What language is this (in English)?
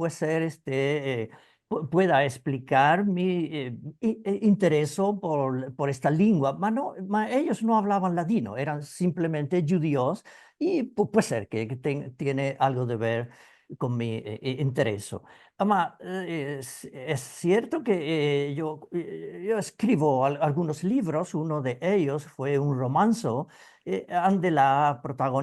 Ladino